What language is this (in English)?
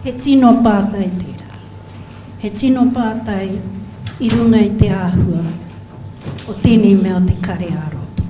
Māori